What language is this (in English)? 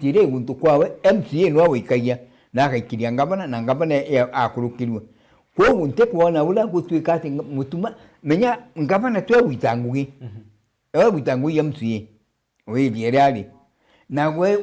Meru